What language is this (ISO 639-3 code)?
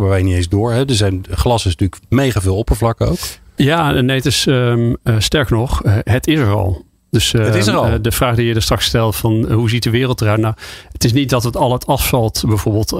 nld